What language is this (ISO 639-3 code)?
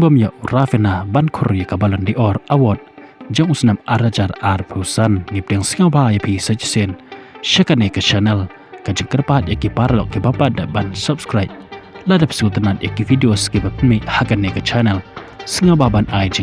kha